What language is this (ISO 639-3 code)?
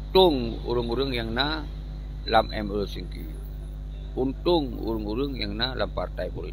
ace